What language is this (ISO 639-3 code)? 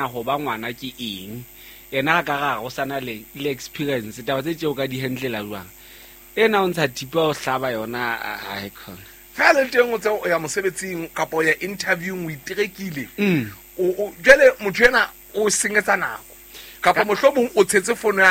sot